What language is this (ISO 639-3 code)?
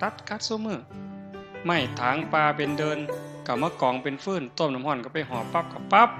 tts